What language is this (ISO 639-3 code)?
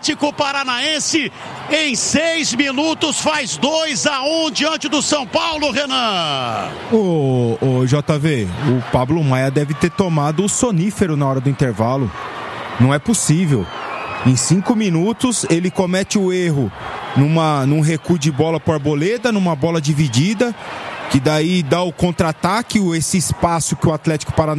por